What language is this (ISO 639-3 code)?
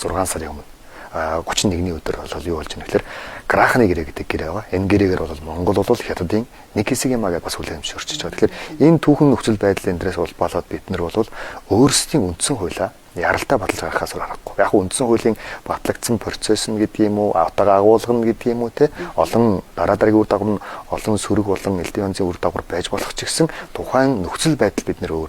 mon